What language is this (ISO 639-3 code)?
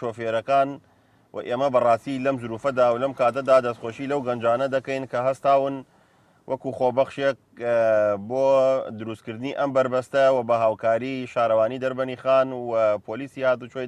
ckb